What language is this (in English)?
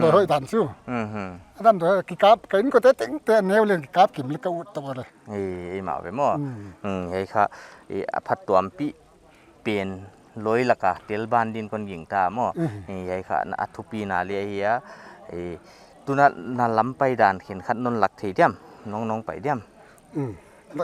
Paite Chin